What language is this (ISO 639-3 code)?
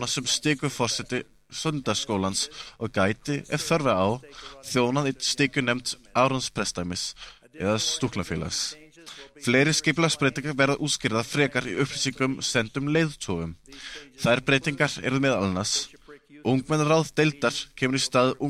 isl